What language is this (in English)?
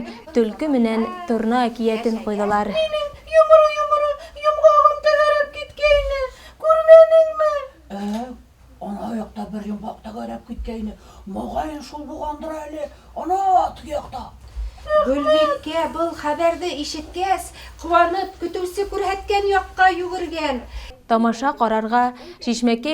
Bashkir